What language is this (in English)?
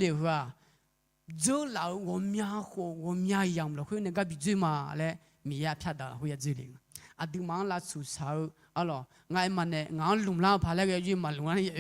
Akha